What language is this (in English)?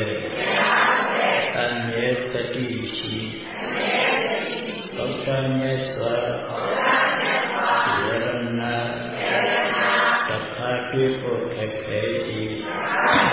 Burmese